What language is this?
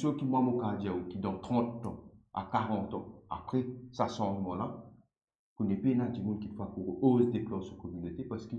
Morisyen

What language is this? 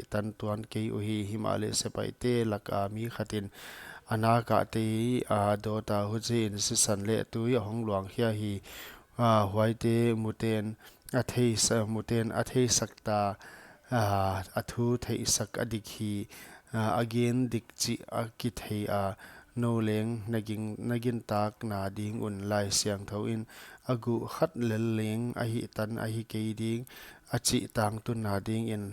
Paite Chin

